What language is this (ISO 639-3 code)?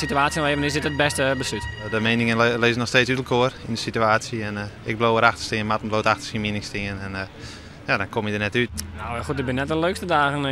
fry